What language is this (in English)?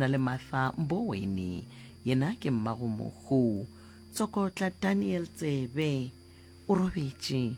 Northern Sotho